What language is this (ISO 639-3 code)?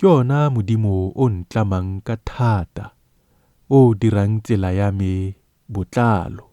tsn